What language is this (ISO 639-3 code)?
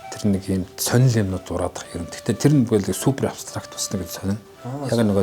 mon